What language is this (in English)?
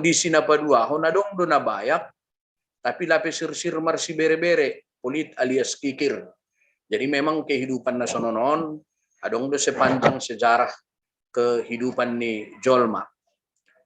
Batak Simalungun